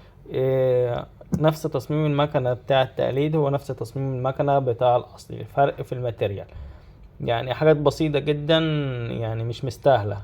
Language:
Egyptian Arabic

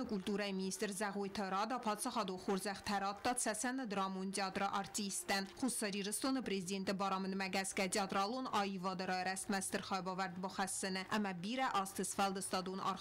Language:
Ossetic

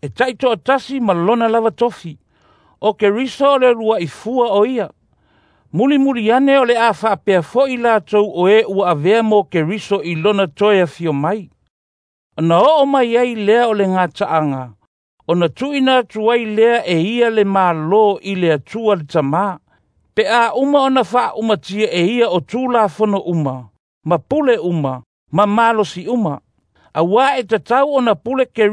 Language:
Samoan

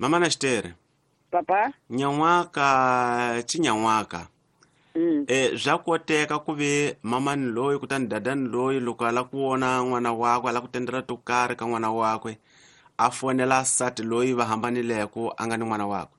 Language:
Tsonga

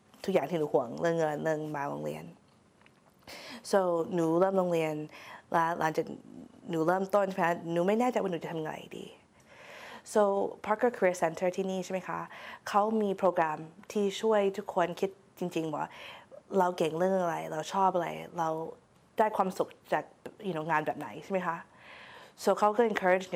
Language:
Thai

